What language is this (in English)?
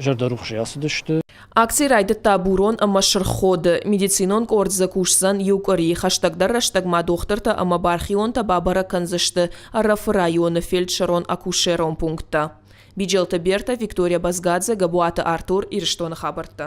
Ossetic